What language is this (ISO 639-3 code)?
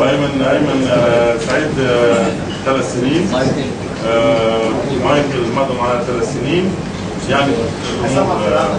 arz